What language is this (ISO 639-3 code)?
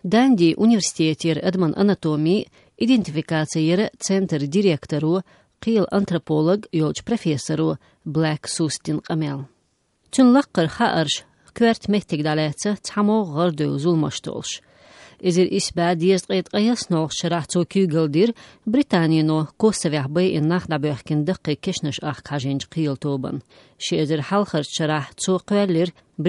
che